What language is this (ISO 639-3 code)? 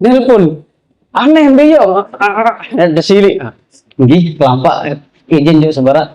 sas